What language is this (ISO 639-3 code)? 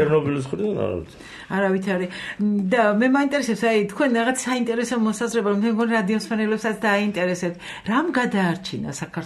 kat